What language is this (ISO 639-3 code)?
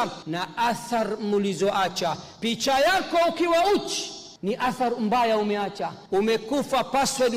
swa